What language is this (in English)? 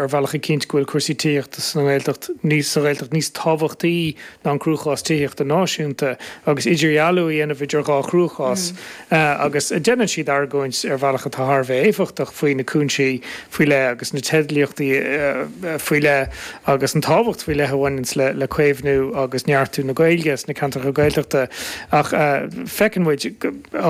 Irish